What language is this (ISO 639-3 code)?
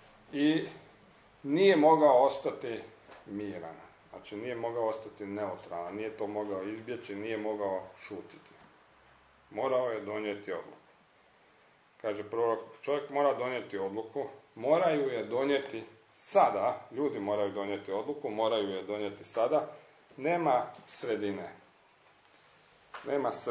hrv